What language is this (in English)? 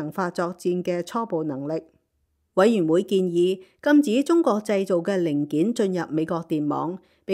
Cantonese